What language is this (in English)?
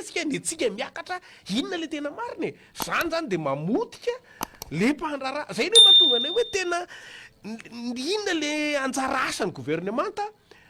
Malagasy